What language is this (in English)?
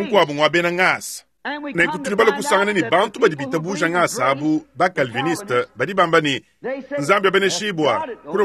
Luba-Lulua